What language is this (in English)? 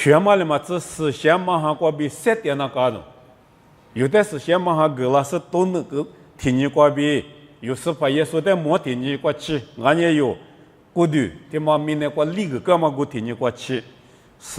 Lisu